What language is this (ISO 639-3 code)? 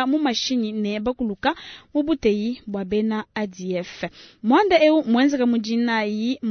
lua